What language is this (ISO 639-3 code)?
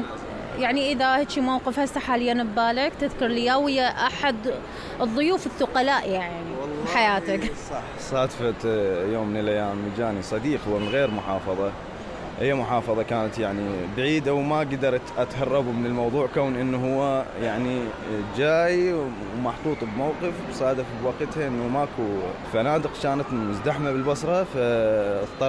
acm